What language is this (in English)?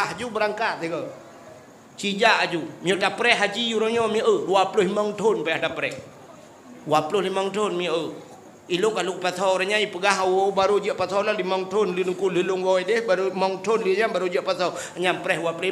Achinese